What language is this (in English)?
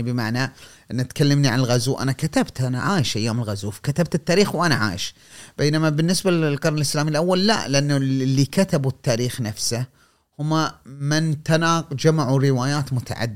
Gulf Arabic